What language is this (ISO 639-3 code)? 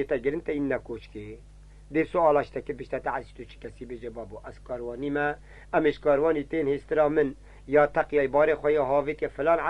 kur